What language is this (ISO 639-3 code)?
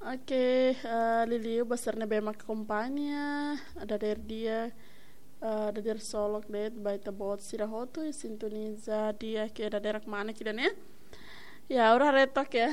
tet